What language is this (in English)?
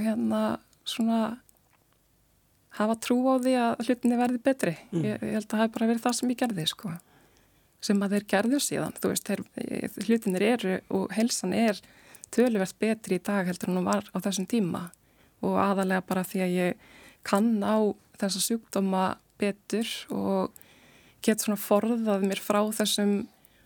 Icelandic